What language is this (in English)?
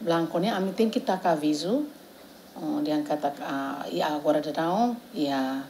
Tetum